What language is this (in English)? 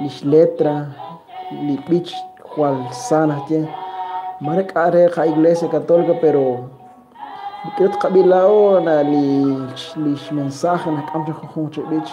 Kekchí